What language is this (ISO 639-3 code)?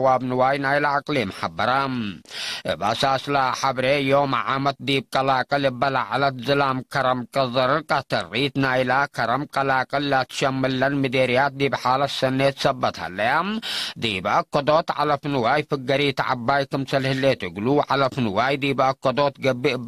tig